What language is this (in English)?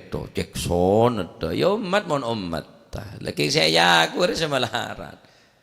Madurese